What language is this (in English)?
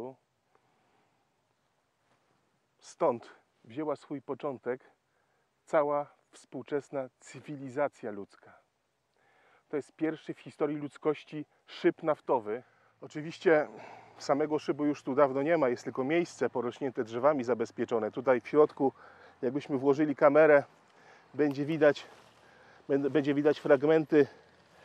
Polish